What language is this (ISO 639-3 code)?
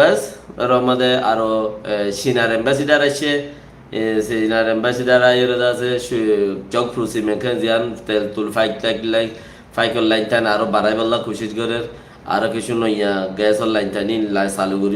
rhg